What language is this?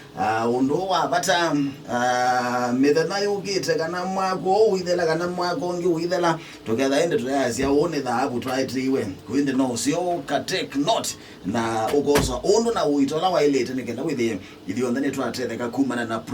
Kamba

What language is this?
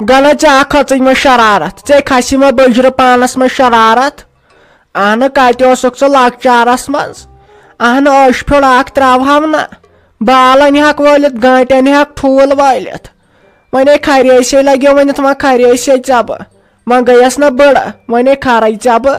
Kashmiri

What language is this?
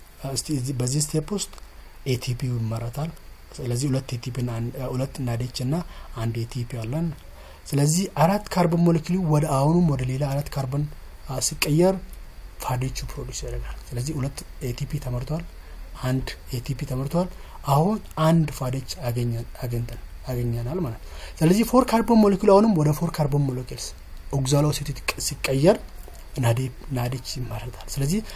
Amharic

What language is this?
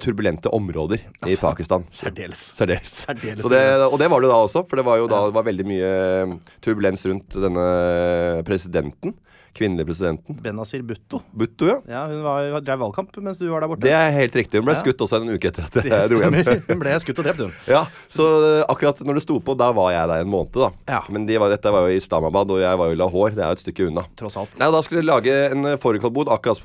Norwegian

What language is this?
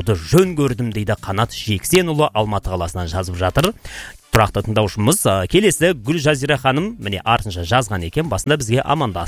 Kazakh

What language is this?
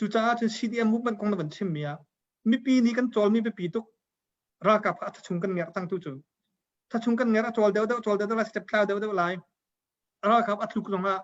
Hakha Chin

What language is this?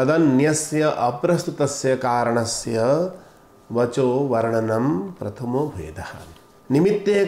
Sanskrit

